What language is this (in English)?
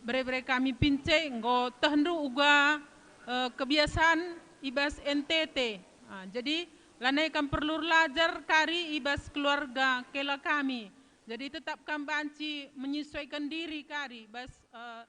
Batak Karo